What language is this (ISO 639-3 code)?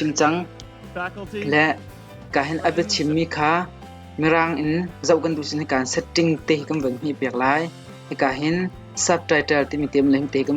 cnh